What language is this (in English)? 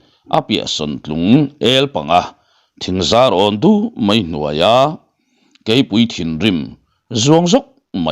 Mizo